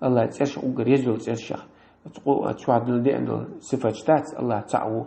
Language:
Chechen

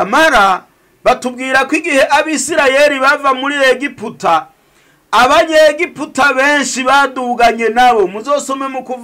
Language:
Rundi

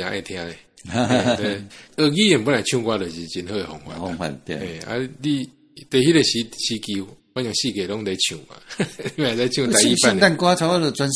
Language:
Min Nan Chinese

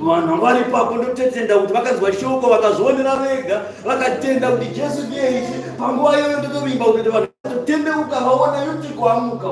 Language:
Shona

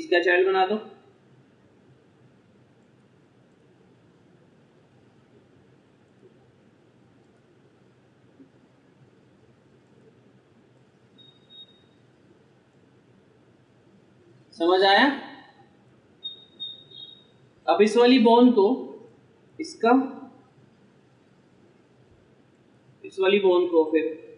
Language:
Hindi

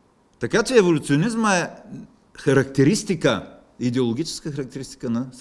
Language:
Bulgarian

